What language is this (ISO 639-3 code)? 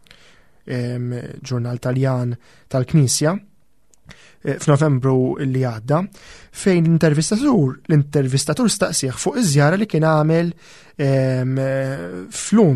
mlt